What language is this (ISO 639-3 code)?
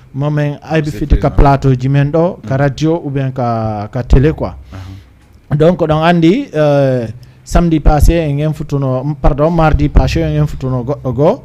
ful